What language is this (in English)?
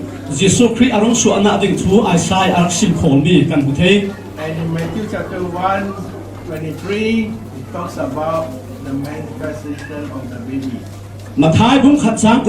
Falam Chin